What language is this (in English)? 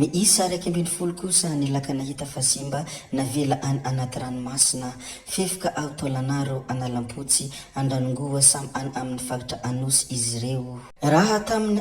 Malagasy